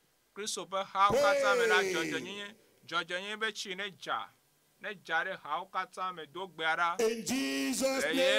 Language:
Ewe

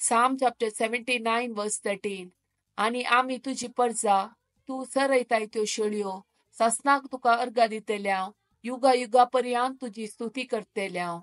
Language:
Konkani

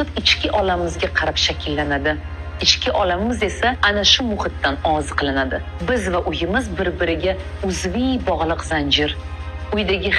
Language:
Uzbek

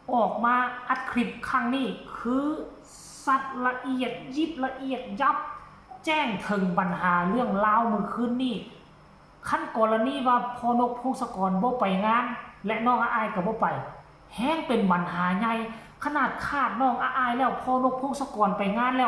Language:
Northeastern Thai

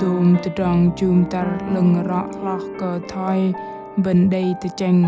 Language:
Bahnar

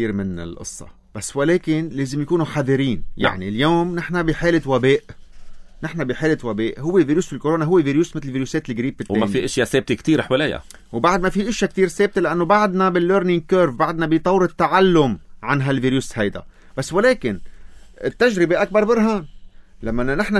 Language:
North Levantine Arabic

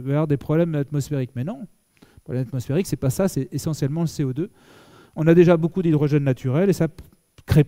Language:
French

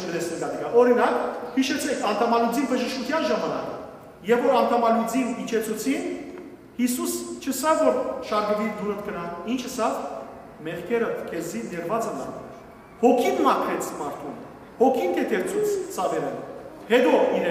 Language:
Western Armenian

